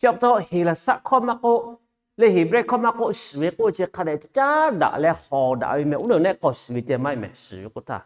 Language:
Lahu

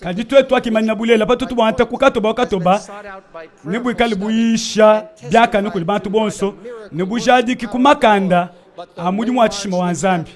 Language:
Luba-Lulua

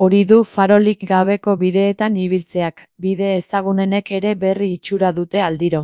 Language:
Basque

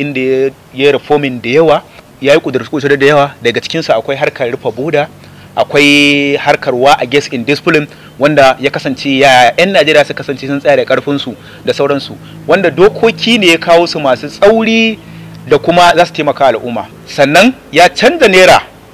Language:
Hausa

